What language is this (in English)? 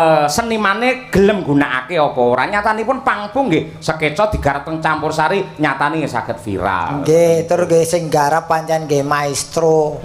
Javanese